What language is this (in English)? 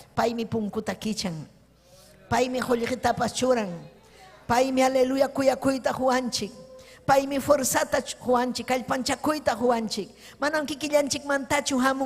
Ayacucho Quechua